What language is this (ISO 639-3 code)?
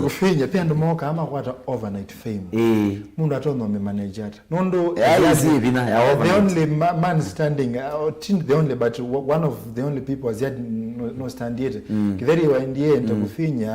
kam